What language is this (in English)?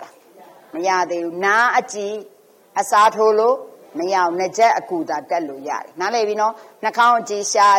Burmese